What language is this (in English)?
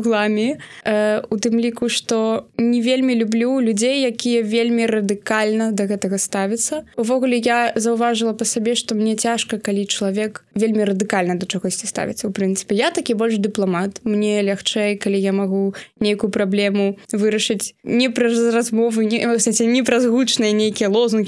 Belarusian